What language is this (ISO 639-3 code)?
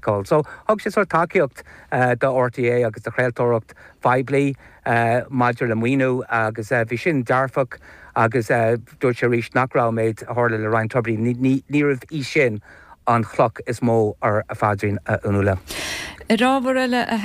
gle